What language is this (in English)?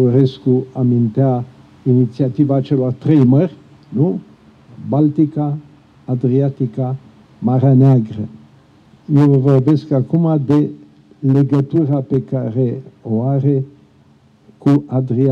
Romanian